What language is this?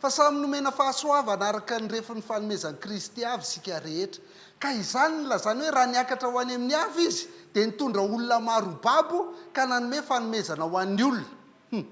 Malagasy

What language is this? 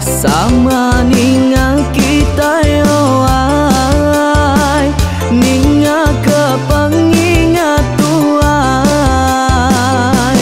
Iban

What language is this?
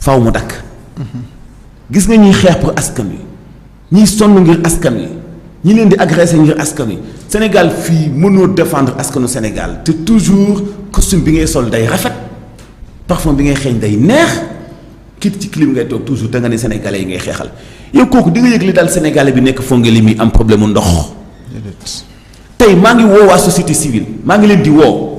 Wolof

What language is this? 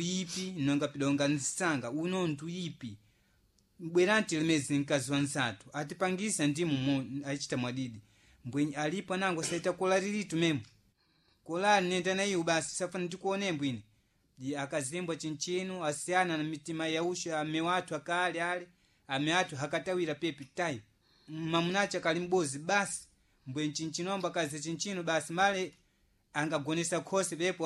Sena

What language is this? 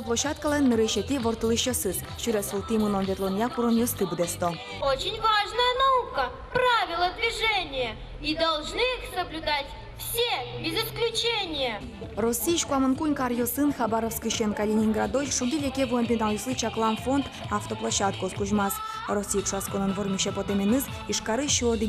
Udmurt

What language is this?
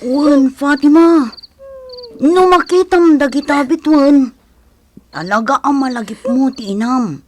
Iloko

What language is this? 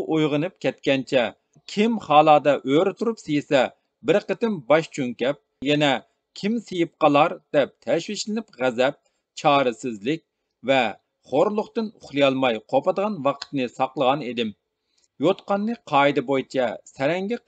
Uyghur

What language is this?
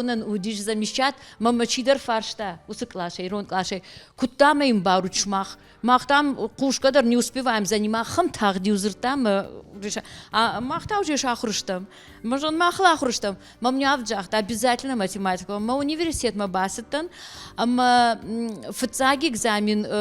Ossetic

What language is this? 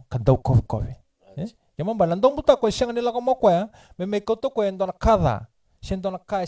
Fijian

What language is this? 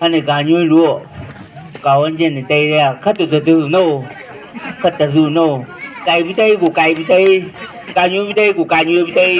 Chang Naga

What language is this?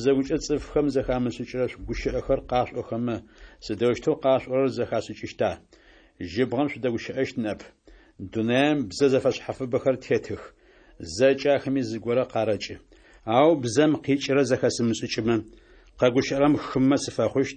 Adyghe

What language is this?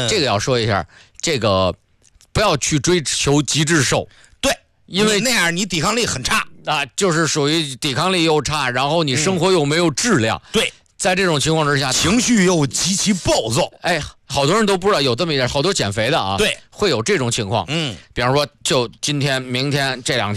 Chinese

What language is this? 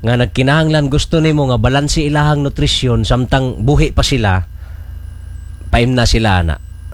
Cebuano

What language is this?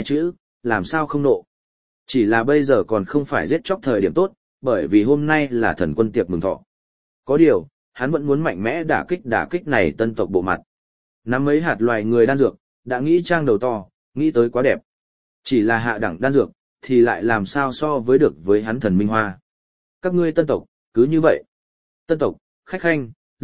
Vietnamese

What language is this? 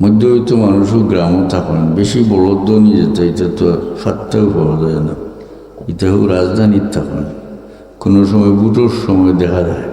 Sylheti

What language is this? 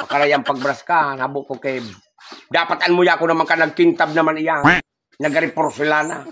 Bikol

